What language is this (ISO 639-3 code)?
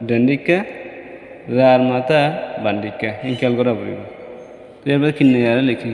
rhg